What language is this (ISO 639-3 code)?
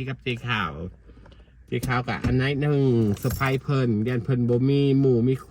tts